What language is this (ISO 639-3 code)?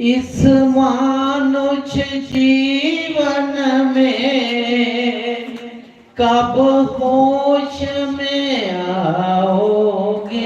doi